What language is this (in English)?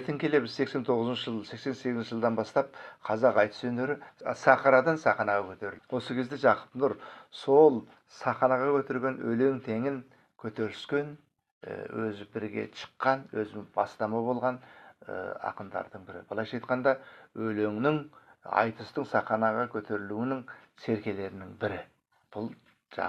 Kazakh